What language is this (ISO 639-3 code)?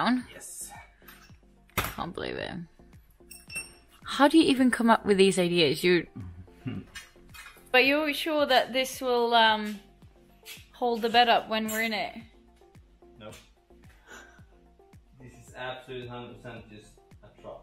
eng